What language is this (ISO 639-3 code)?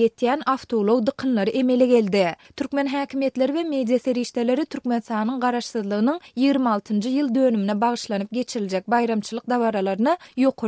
tuk